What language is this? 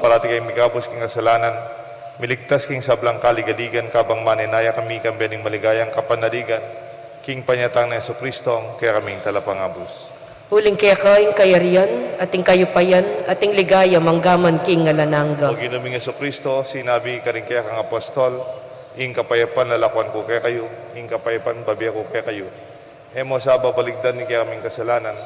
Pampanga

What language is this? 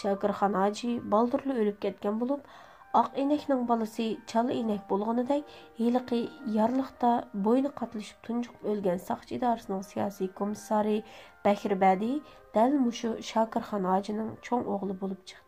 Uyghur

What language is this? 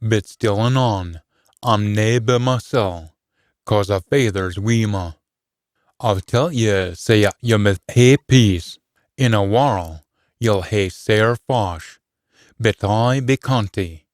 Scots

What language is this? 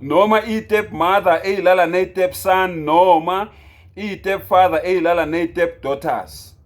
Zulu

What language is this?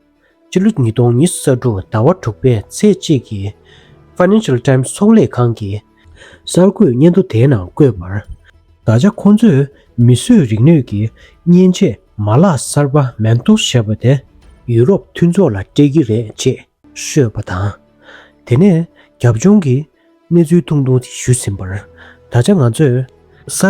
Tibetan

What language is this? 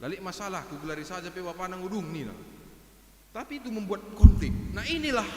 Batak Karo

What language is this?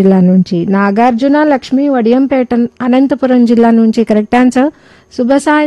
Telugu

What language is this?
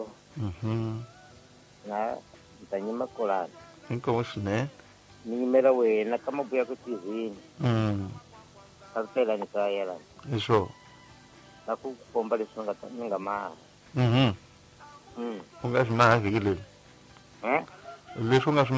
Tsonga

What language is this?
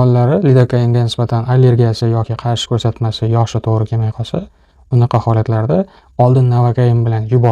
Uzbek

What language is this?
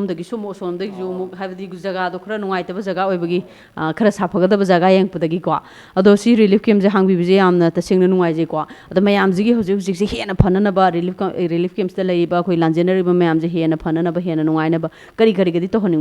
Manipuri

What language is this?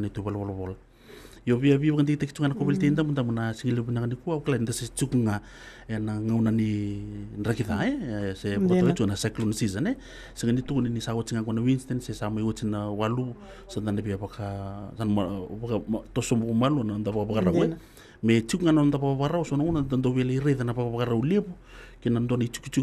Fijian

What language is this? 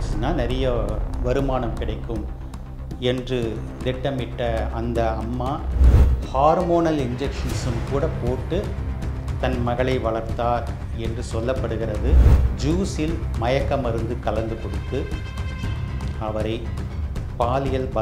Tamil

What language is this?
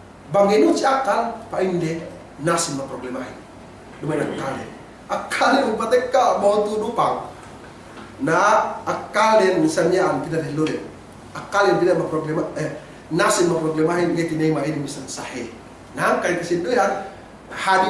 Yakan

